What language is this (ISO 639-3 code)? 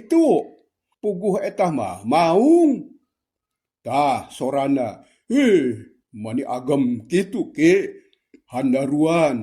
sun